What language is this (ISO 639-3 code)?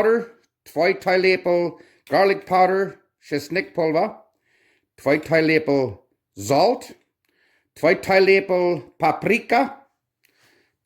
pdt